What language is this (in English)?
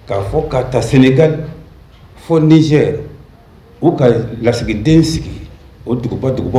Bambara